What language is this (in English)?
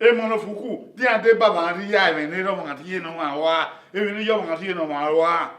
Bini